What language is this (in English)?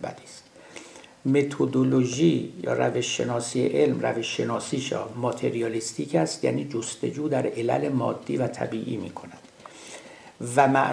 Persian